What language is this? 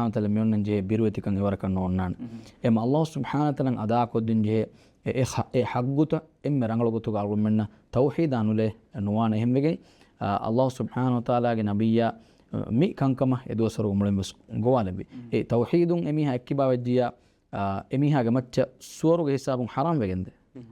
Divehi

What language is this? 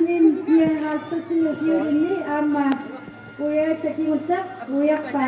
Kalaallisut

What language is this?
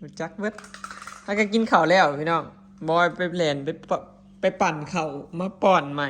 Northeastern Thai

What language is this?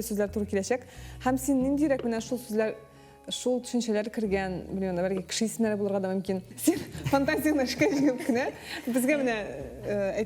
Tatar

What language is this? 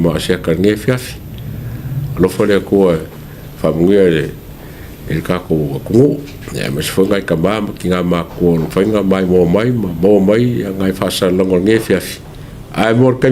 Samoan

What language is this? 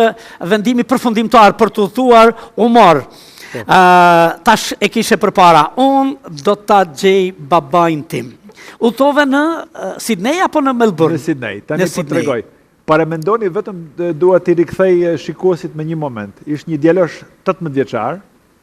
Albanian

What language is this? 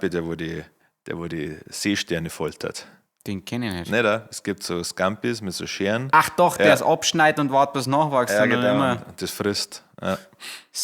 Bavarian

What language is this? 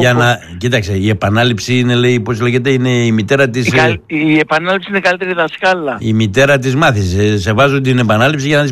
Greek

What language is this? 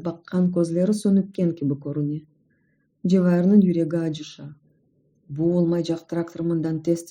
Crimean Tatar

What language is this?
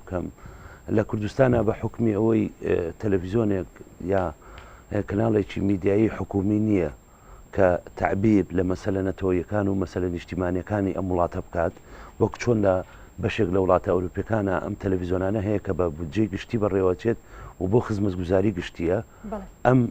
Central Kurdish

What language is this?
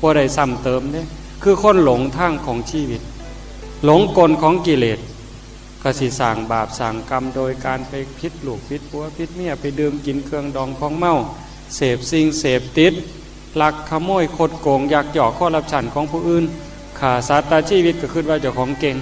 Northeastern Thai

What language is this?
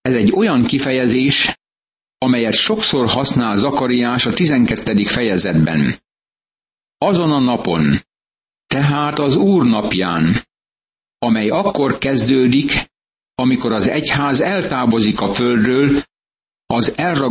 Hungarian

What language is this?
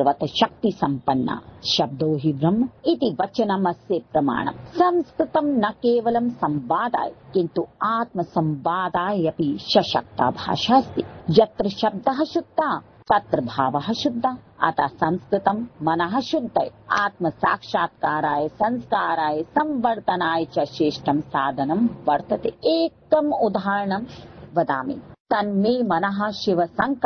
Sanskrit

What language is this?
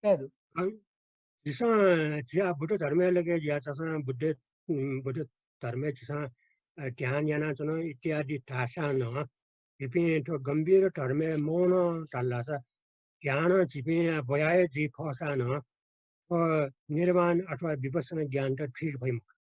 Newari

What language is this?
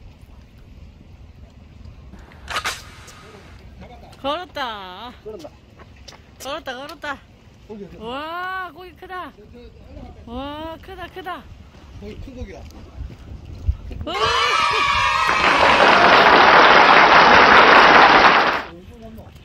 Korean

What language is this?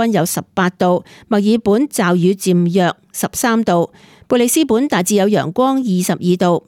Cantonese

